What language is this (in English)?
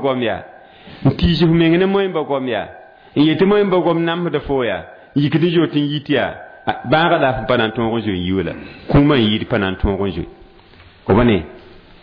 Mossi